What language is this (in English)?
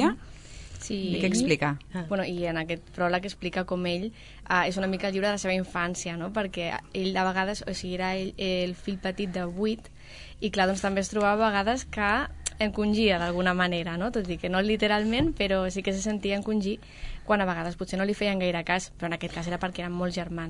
Catalan